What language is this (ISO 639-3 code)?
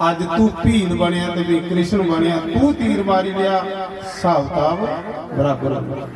doi